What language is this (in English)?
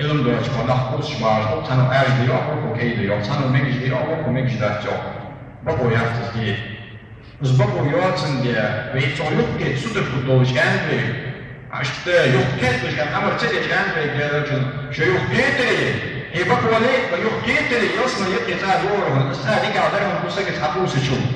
Ingush